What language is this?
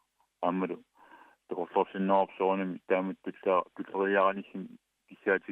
Kalaallisut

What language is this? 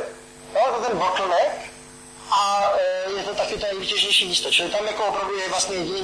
Czech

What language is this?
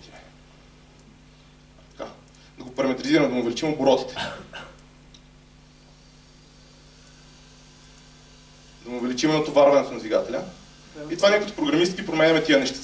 Bulgarian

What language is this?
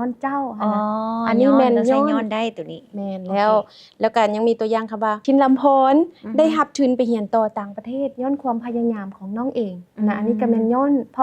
Lao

